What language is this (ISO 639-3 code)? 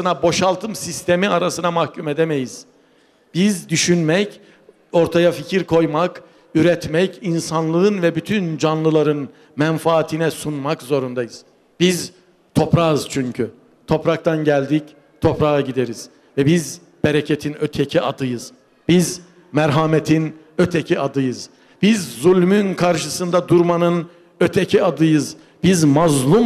tur